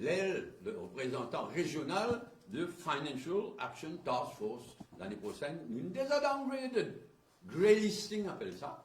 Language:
Morisyen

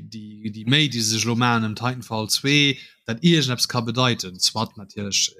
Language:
Luxembourgish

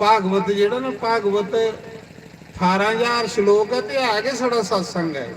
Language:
Dogri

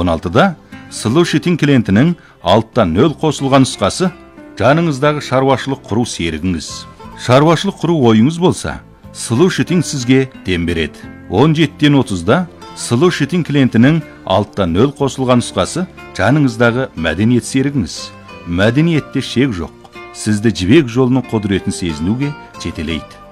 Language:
Kazakh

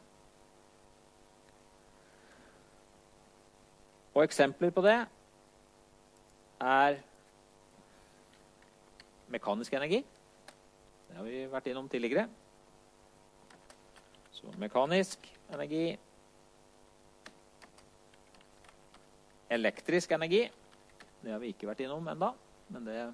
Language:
Norwegian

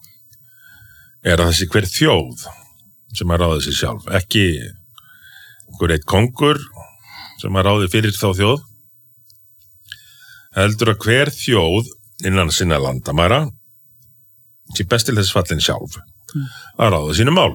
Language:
Icelandic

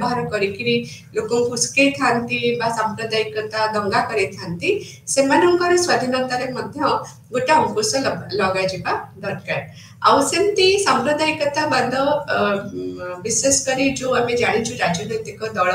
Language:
Odia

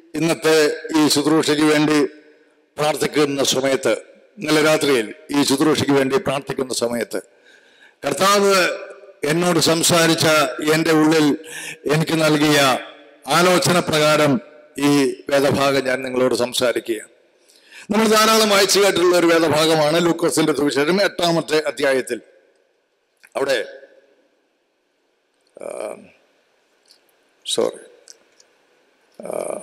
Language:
Malayalam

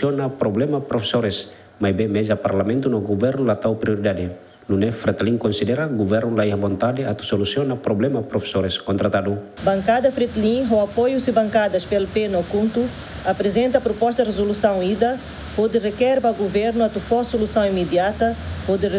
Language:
Tetum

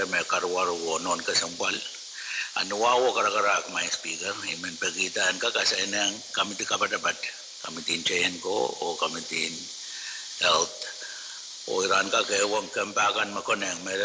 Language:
Pohnpeian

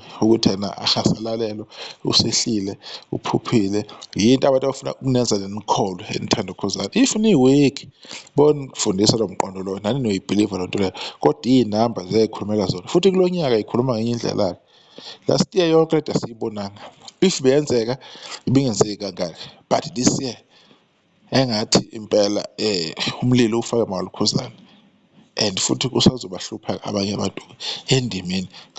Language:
Zulu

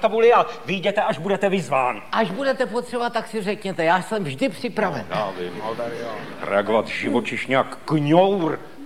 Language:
Czech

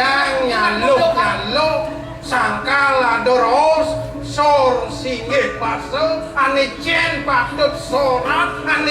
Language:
Balinese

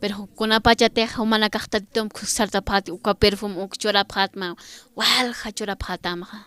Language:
Aymara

